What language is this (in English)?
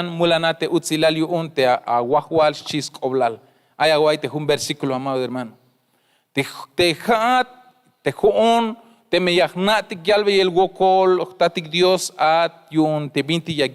Tzeltal